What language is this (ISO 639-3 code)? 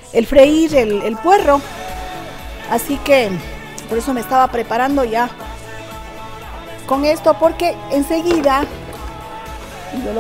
spa